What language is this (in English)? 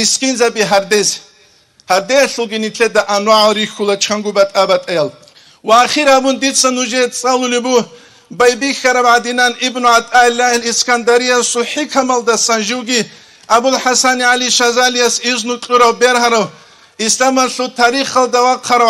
Avaric